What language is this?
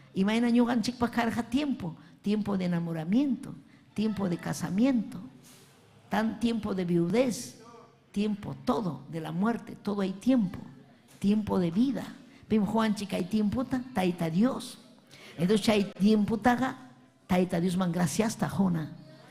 Ayacucho Quechua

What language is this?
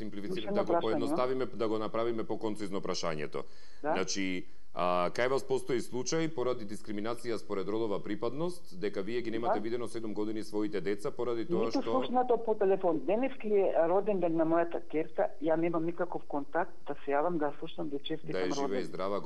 Macedonian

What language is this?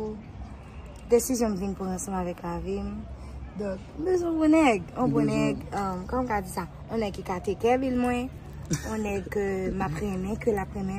Haitian Creole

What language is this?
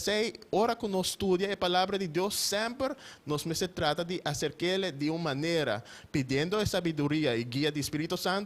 Papiamento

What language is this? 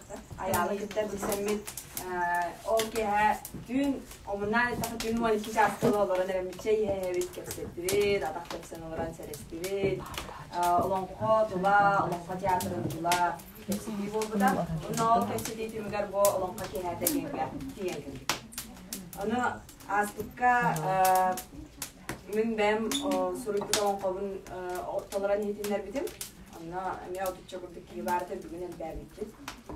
Yakut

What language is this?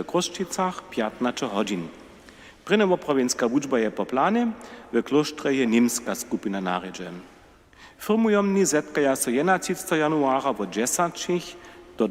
Upper Sorbian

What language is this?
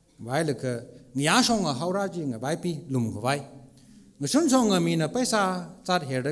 Tangkhul Naga (India)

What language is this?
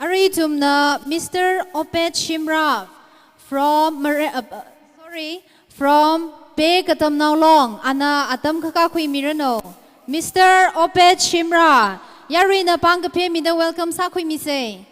Tangkhul Naga (India)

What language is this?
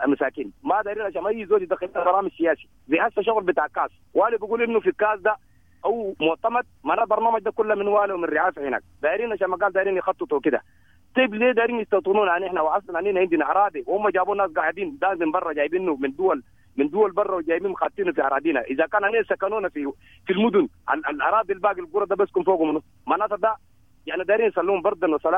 Sudanese Arabic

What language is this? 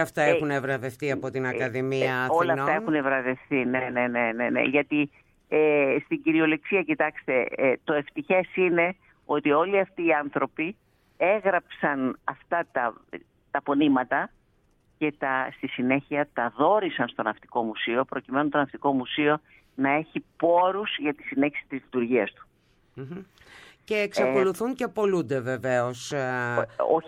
Greek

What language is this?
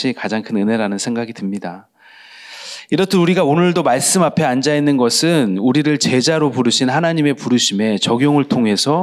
Korean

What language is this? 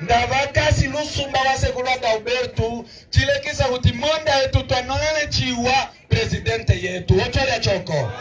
Umbundu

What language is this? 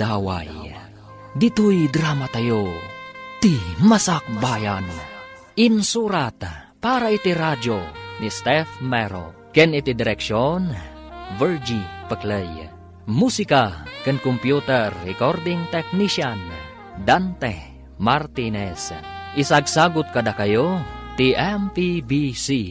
Iloko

